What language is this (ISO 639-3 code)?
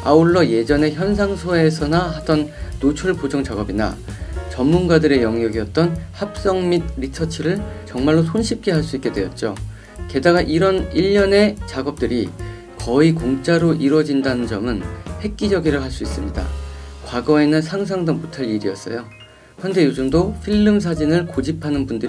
kor